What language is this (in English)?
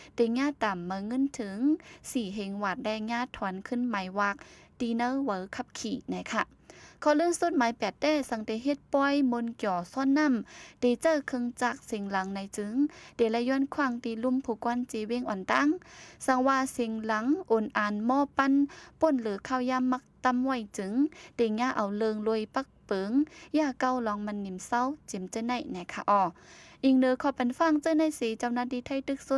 Shan